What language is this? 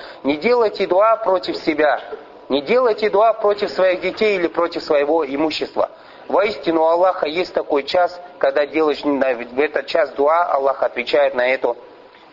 Russian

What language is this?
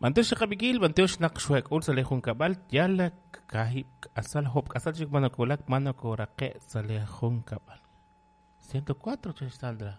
Kekchí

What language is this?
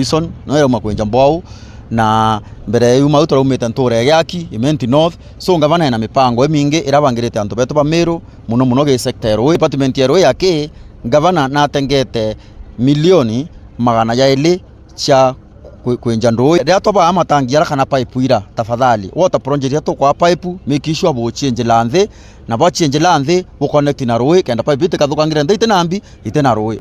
Meru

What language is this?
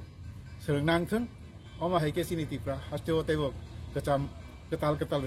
Kok Borok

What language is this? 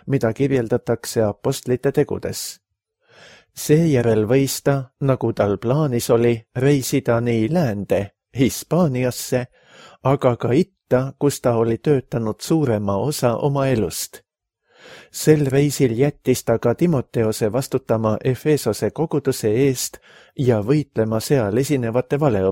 Estonian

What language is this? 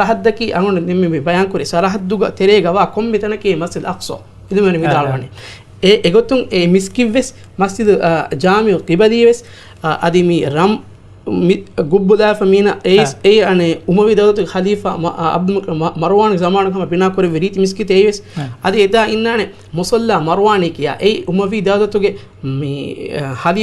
Divehi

